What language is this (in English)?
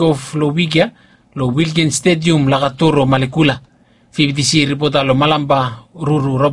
Bislama